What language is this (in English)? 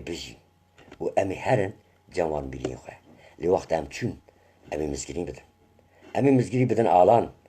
Kurdish